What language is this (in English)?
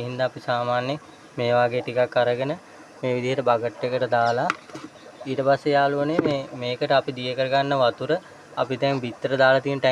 Sinhala